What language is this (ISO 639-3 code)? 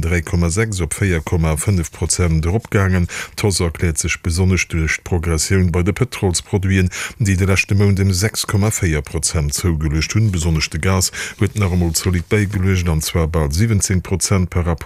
ltz